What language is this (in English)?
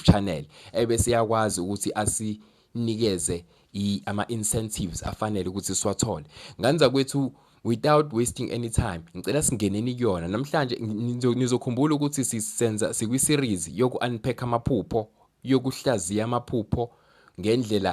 Zulu